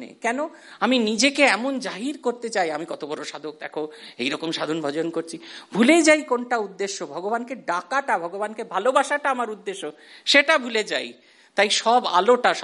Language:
Bangla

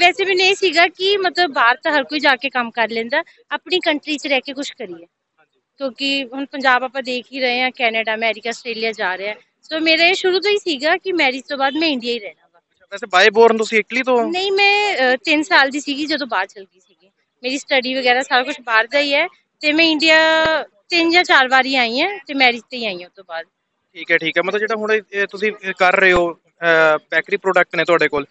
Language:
Punjabi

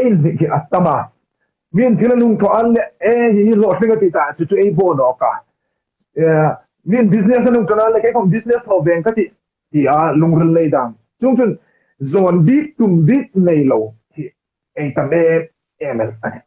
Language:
Hmar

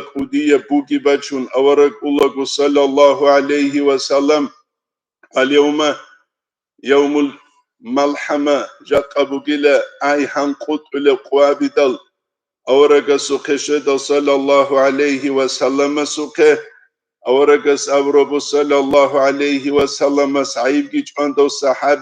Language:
Avaric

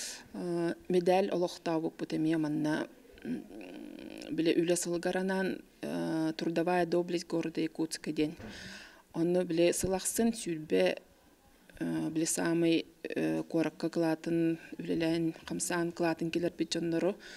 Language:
Yakut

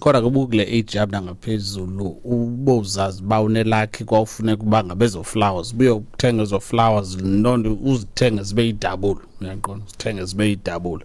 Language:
Xhosa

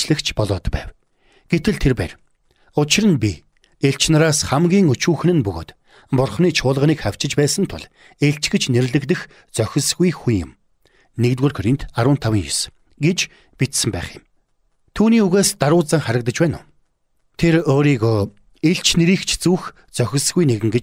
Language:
Mongolian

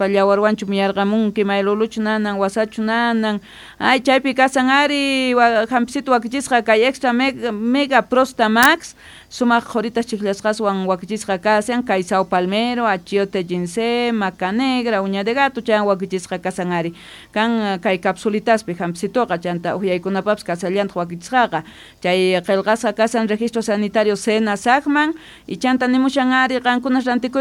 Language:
South Bolivian Quechua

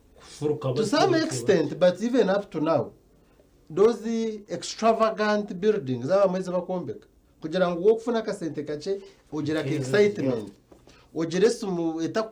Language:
Nyankole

